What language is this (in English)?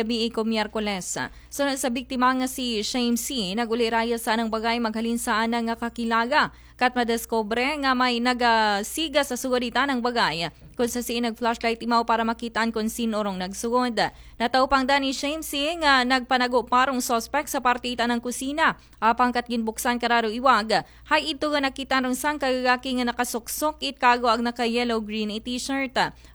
Aklanon